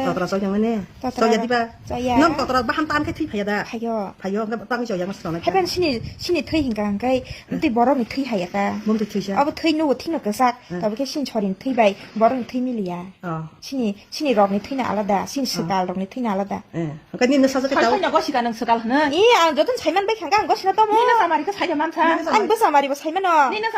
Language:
Kok Borok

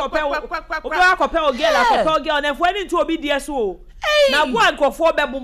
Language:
Akan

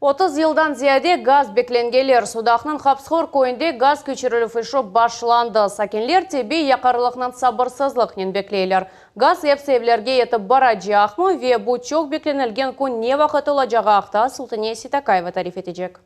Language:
Crimean Tatar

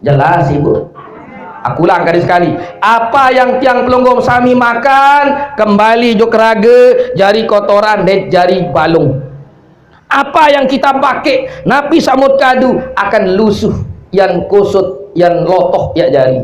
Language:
Sasak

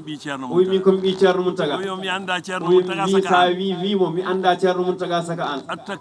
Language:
Fula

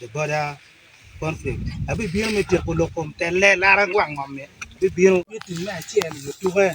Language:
Acoli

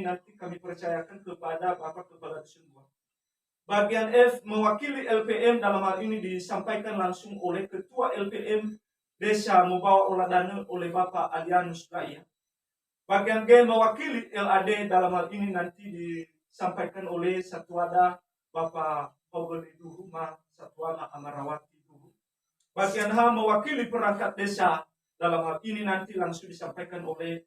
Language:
Nias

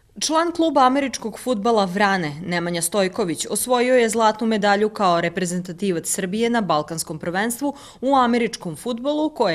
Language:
Serbian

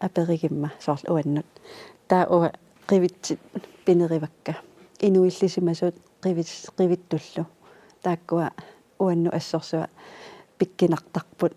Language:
Kalaallisut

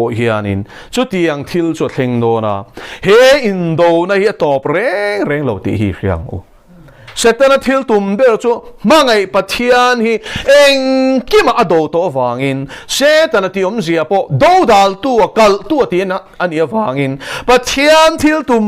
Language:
Mizo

